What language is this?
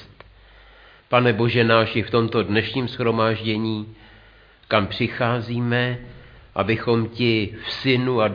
Czech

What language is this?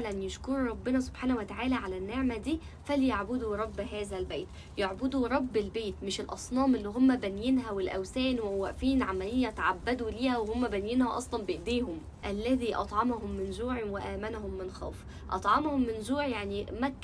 Egyptian Arabic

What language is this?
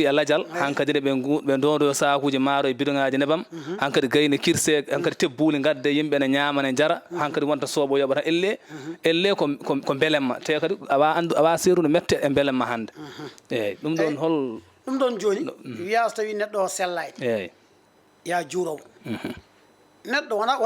Fula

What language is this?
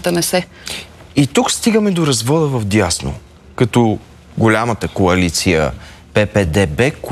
Bulgarian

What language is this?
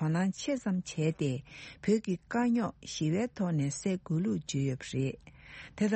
Tibetan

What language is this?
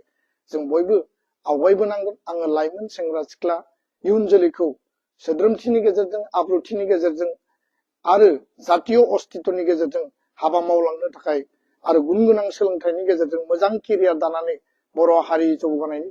Bodo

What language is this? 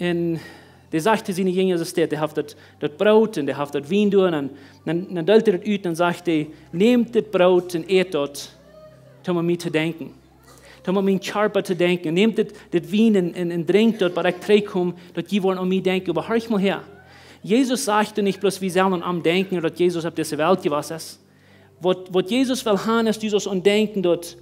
Plautdietsch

